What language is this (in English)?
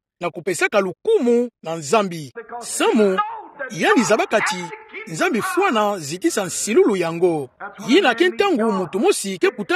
Kituba (Democratic Republic of Congo)